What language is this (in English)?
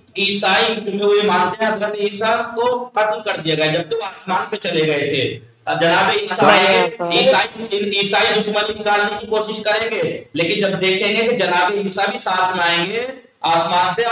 Urdu